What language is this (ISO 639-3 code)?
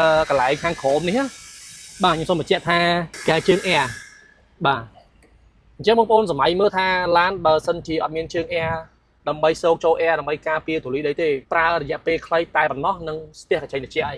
khm